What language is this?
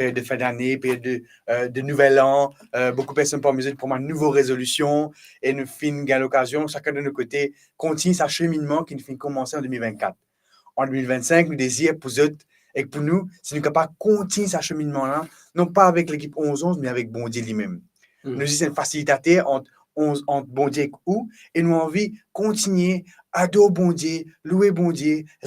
Morisyen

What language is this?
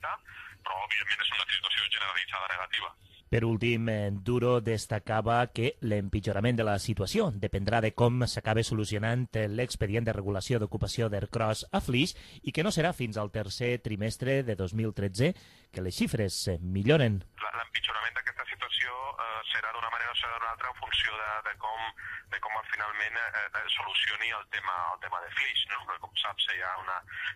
Catalan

